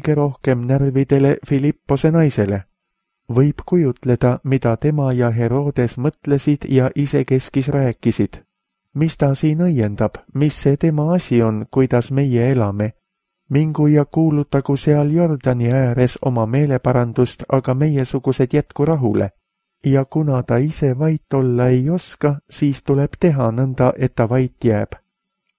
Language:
Estonian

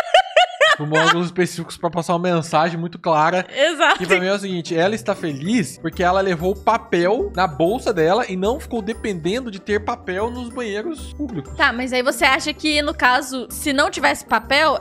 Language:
Portuguese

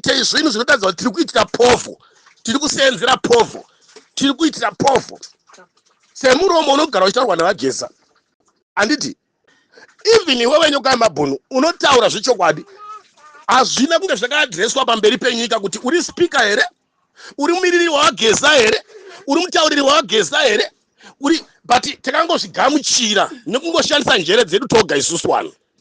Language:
Shona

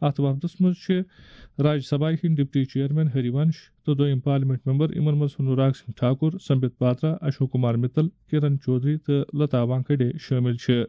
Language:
Kashmiri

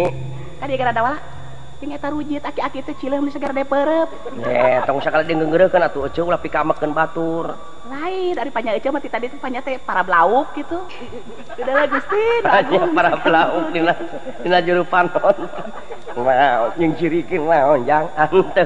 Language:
Sundanese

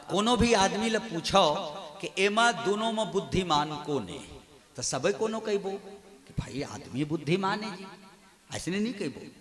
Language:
Chhattisgarhi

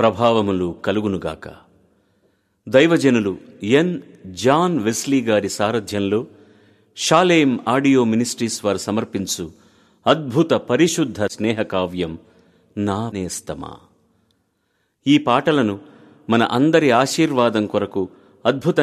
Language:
Telugu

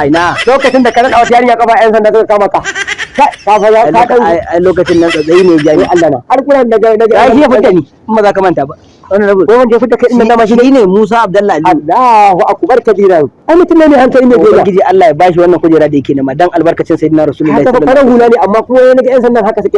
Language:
Hausa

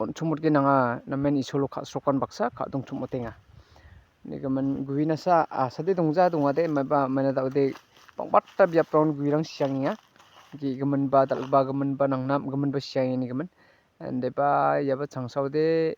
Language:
Garo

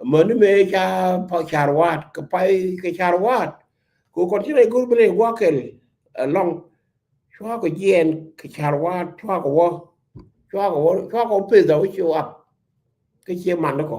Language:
Nuer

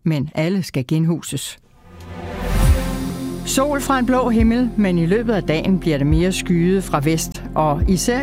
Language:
Danish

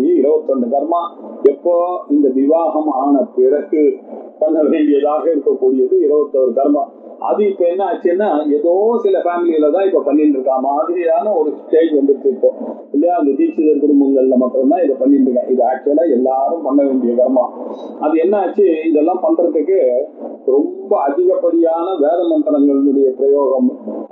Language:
Tamil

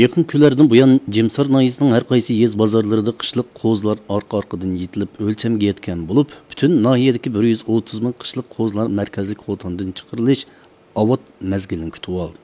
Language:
Uyghur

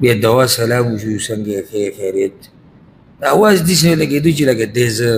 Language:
Pashto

